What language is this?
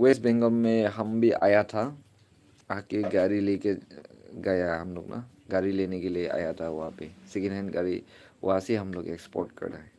Naga Pidgin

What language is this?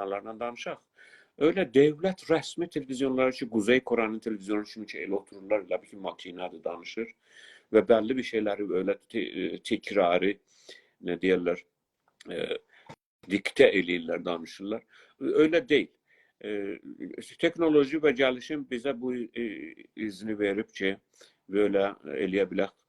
South Azerbaijani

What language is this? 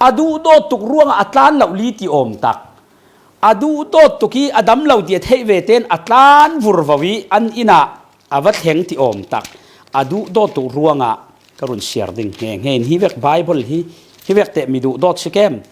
Falam Chin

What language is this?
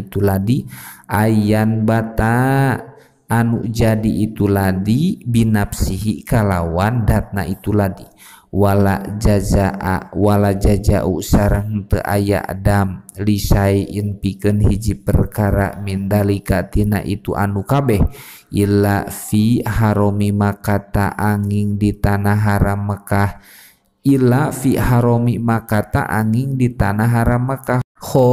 Sundanese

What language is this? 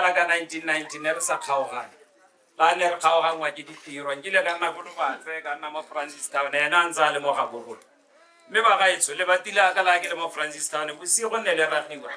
Tswana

